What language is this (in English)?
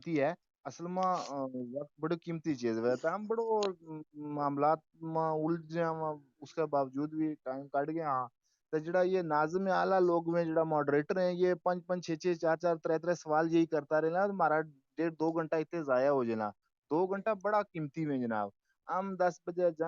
Gujari